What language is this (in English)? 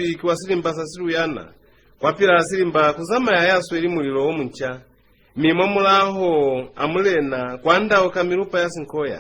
Lozi